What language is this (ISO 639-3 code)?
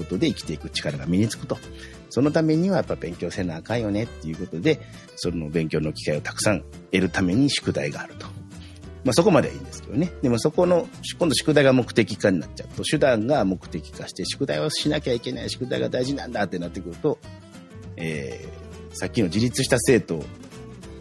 jpn